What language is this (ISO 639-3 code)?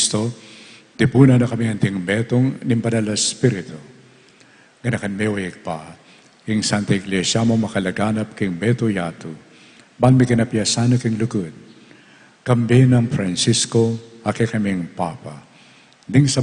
pam